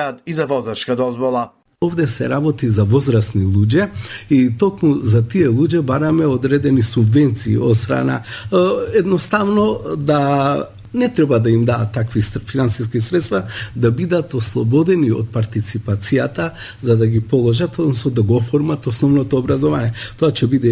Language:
Macedonian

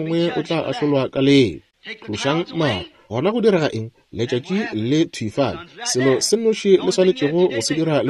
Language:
Northern Sotho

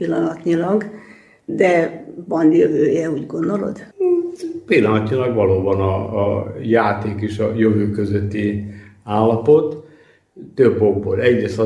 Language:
Hungarian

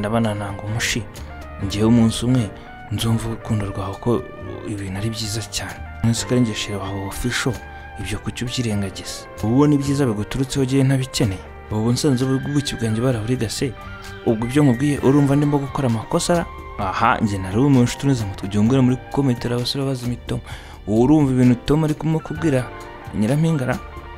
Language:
Kinyarwanda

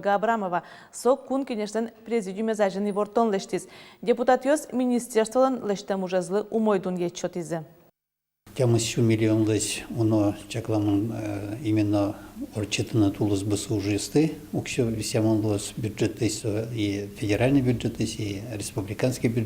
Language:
Udmurt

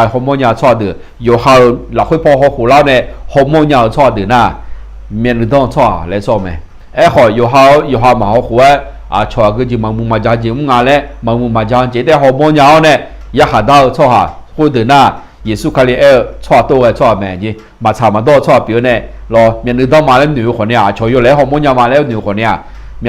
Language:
Akha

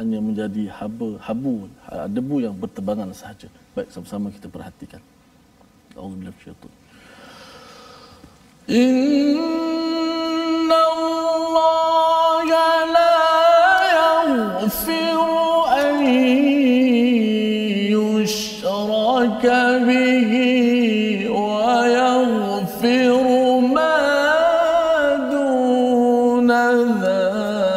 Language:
Malay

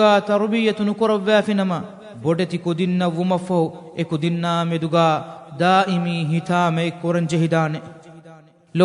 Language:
Divehi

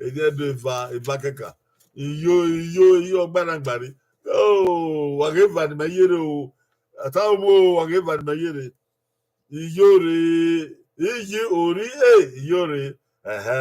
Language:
Bini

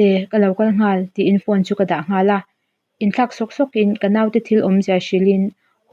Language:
Mizo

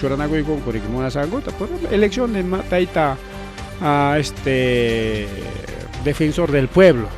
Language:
Ayacucho Quechua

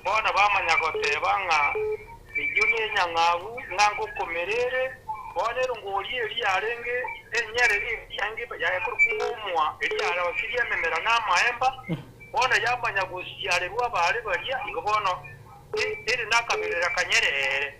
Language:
Gusii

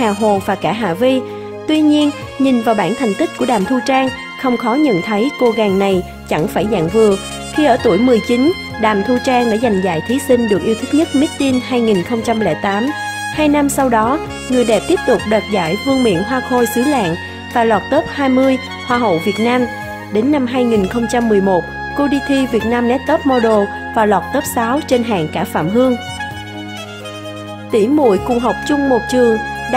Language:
Vietnamese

